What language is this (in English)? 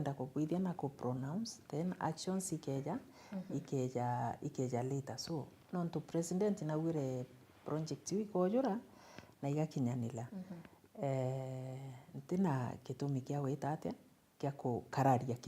Meru